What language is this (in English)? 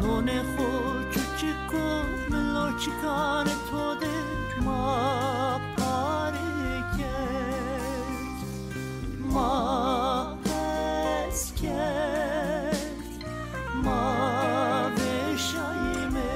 Zaza